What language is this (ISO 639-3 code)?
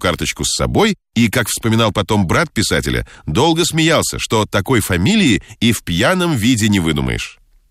rus